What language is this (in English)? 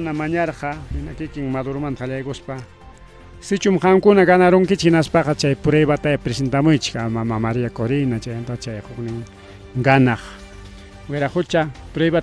Ayacucho Quechua